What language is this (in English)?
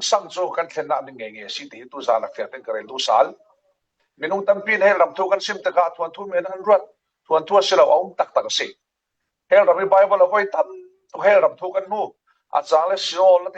Falam Chin